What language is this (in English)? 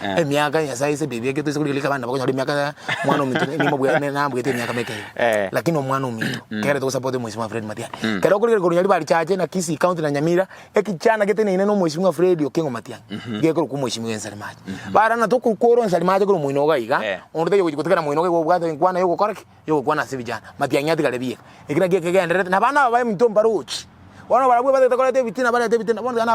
Gusii